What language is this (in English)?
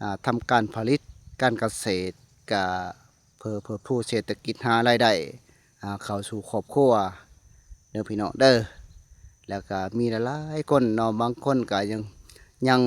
Lao